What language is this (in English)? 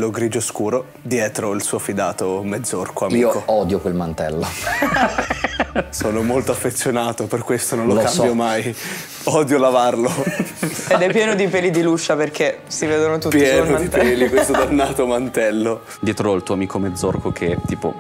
Italian